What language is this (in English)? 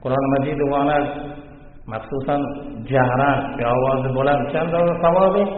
Baluchi